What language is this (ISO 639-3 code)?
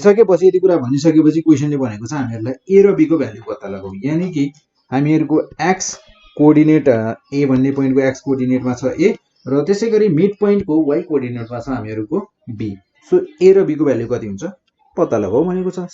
nep